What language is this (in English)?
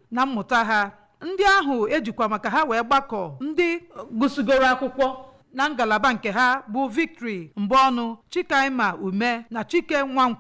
Igbo